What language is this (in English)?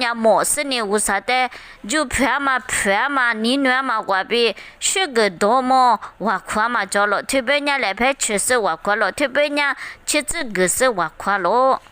Lisu